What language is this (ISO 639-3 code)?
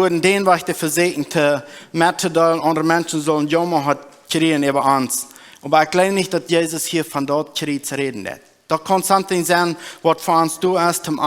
pdt